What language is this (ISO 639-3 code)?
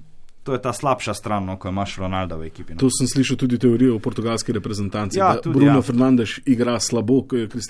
slv